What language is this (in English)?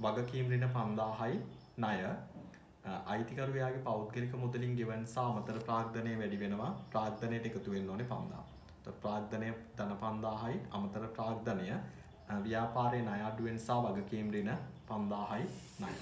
Sinhala